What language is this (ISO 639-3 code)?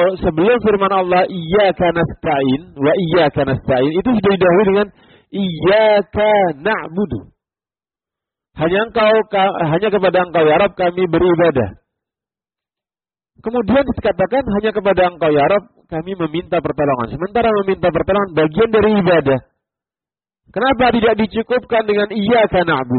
ind